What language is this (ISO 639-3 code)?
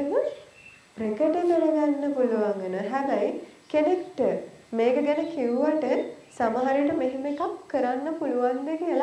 sin